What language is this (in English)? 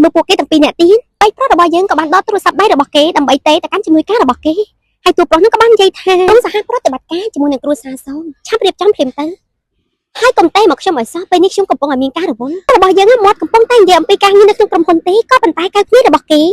Khmer